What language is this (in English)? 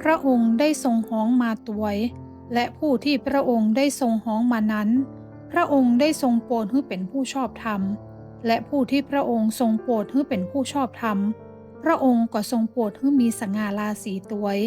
Northern Thai